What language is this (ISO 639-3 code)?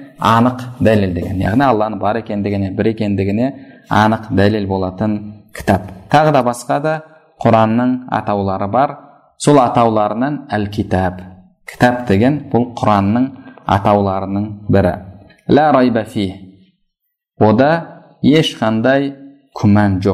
kaz